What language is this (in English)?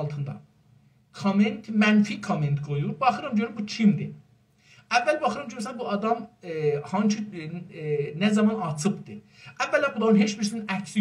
South Azerbaijani